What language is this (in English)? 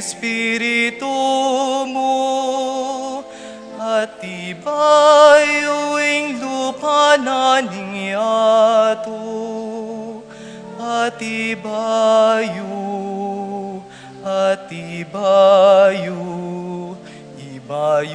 Pampanga